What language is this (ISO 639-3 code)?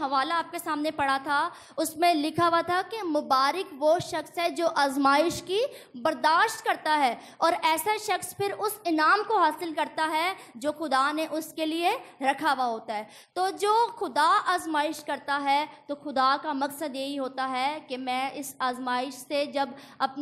urd